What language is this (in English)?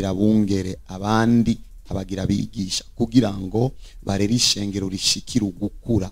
Rundi